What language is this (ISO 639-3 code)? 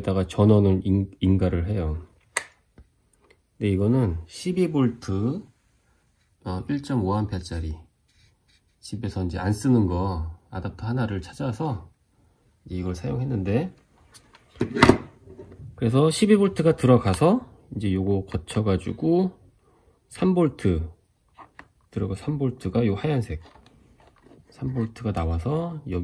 kor